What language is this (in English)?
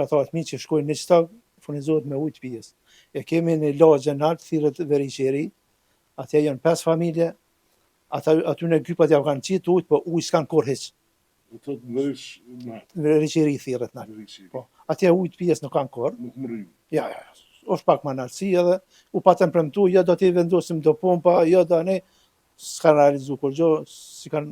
Albanian